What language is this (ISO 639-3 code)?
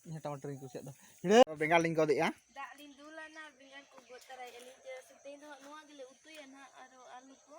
sat